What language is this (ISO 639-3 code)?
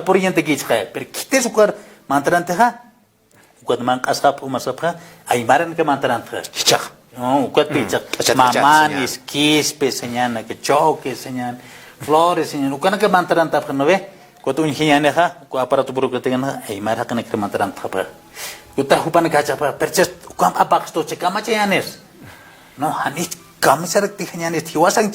aym